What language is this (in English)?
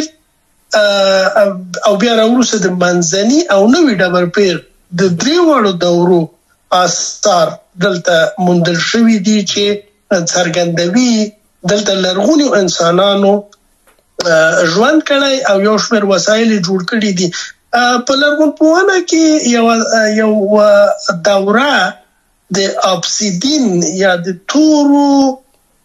Pashto